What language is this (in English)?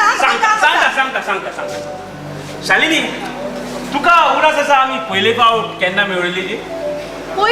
Konkani